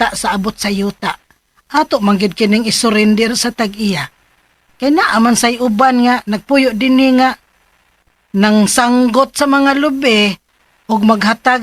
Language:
Cebuano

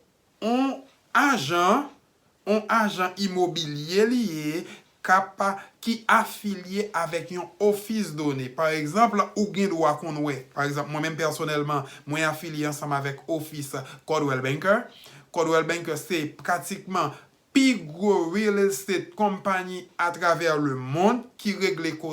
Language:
Haitian Creole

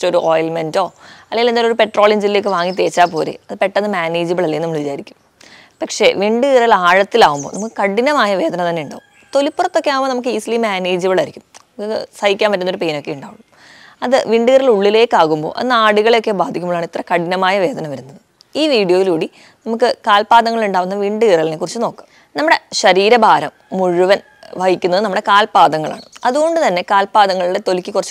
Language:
Malayalam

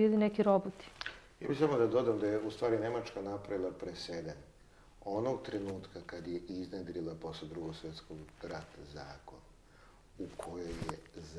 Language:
Serbian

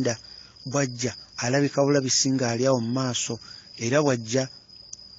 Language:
Ganda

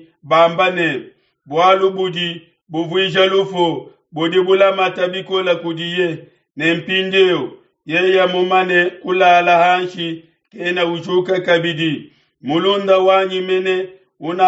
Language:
Luba-Lulua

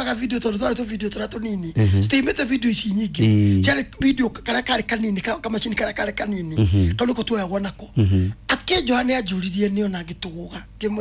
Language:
Kikuyu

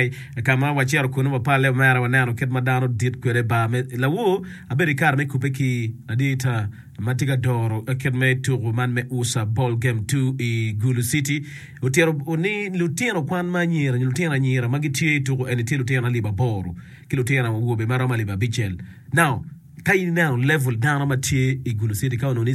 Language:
Acoli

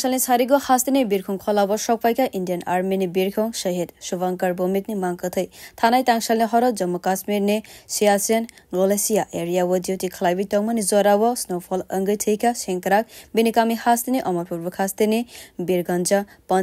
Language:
Kok Borok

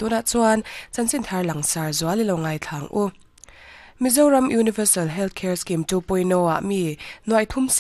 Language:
Mizo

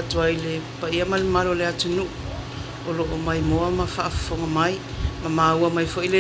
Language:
Samoan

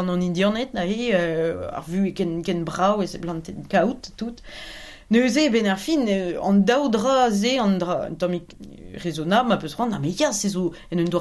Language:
Breton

